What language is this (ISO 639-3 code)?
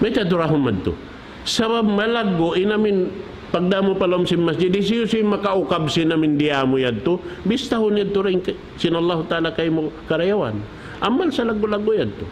tsg